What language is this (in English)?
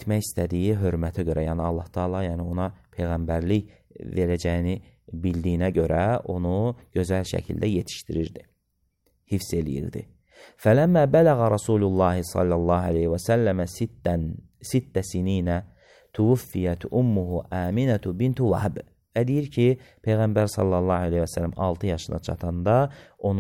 Azerbaijani